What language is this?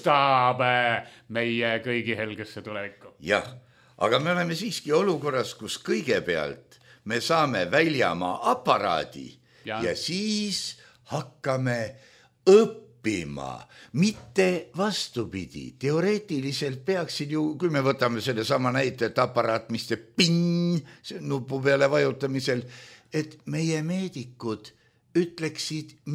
Estonian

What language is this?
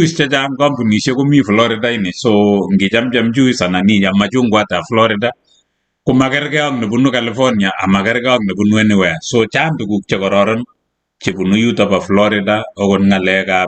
Kalenjin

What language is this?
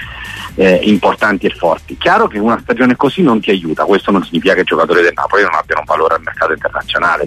Italian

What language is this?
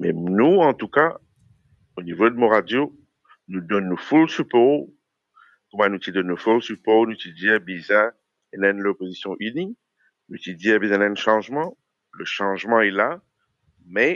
Morisyen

